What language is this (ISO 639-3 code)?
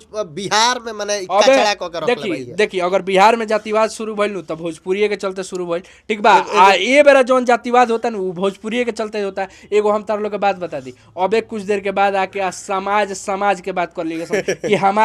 bho